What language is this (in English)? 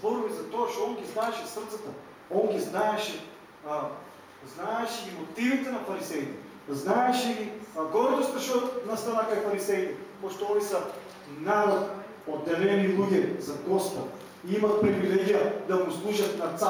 Macedonian